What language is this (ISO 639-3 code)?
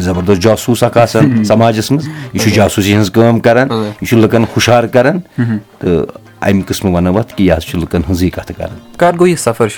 kas